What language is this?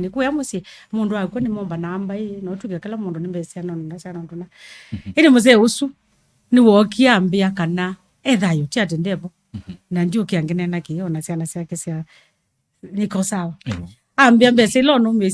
Kamba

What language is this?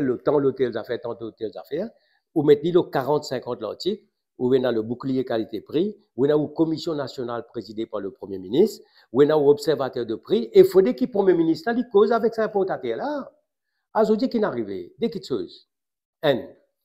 Morisyen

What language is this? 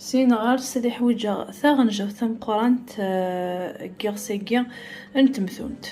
Kabyle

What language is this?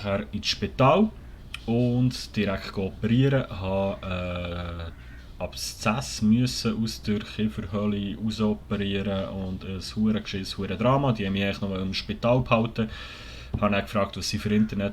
Swiss German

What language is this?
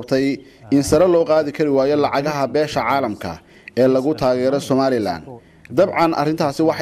Somali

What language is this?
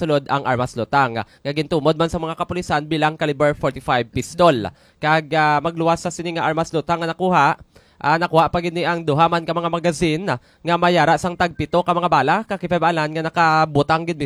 Hiligaynon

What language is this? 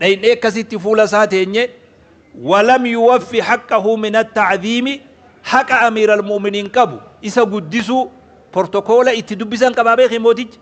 Oromo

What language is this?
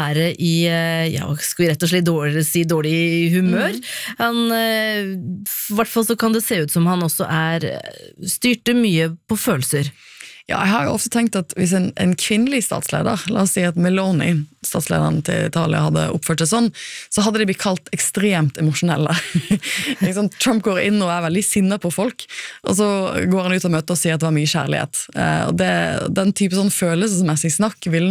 Norwegian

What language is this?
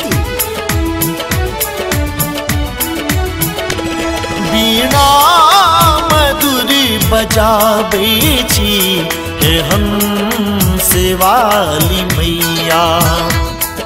Maithili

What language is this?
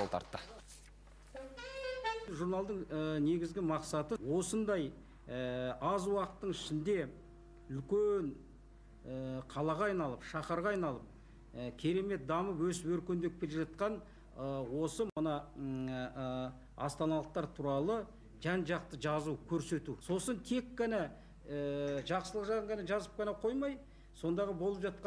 Kazakh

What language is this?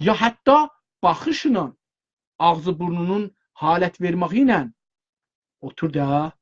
South Azerbaijani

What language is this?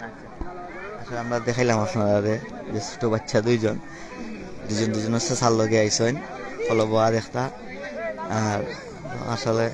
Sylheti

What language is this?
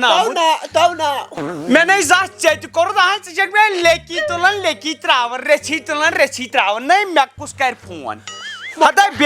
Kashmiri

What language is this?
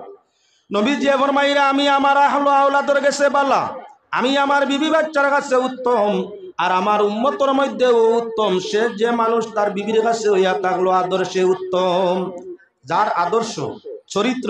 Bangla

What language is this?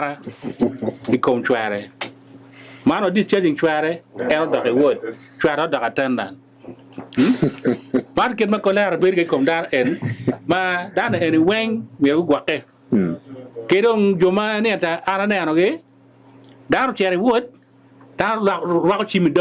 Acoli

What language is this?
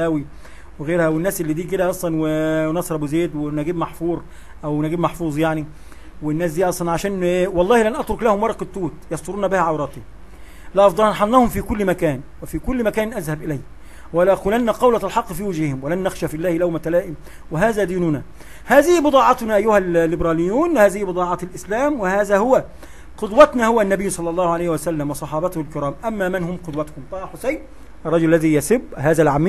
Egyptian Arabic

